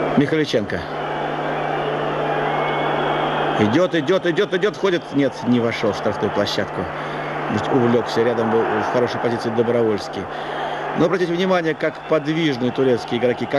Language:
Russian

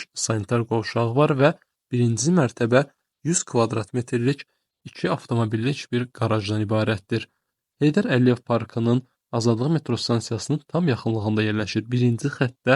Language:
Azerbaijani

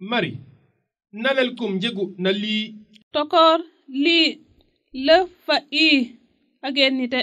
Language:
Serer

